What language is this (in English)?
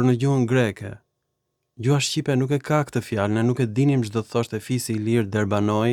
Albanian